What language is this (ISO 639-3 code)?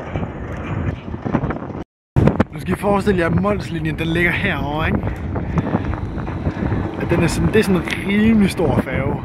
dan